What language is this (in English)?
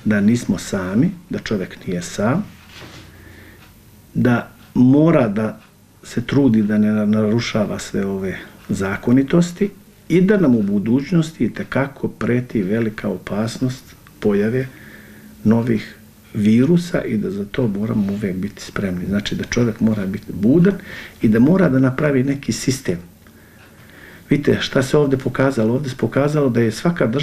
Bosnian